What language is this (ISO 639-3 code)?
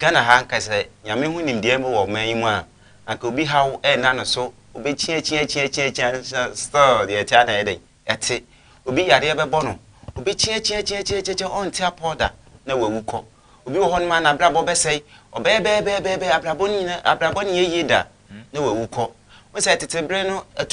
aka